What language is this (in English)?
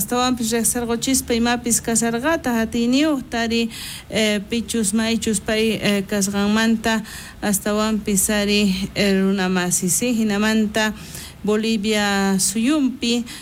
South Bolivian Quechua